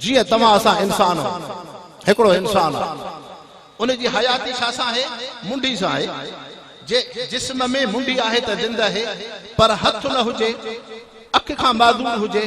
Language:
Sindhi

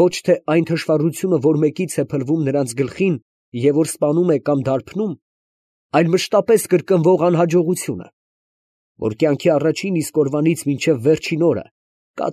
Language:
Armenian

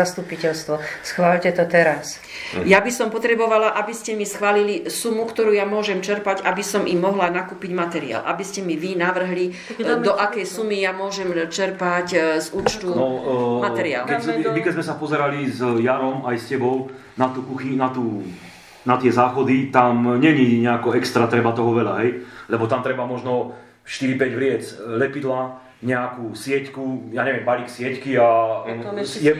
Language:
Slovak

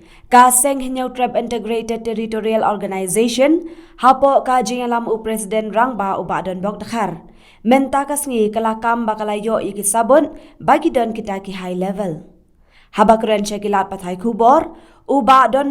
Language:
Khasi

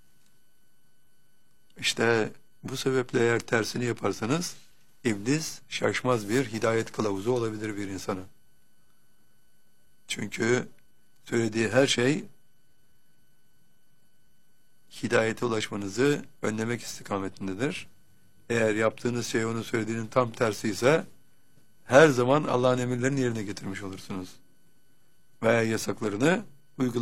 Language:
Turkish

